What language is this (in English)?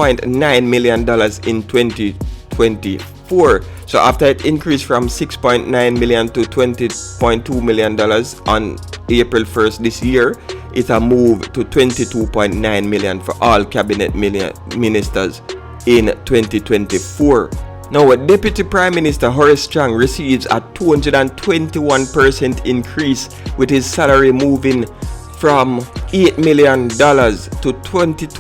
Jamaican Creole English